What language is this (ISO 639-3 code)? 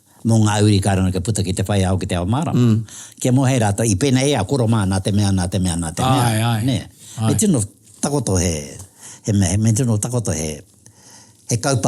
mri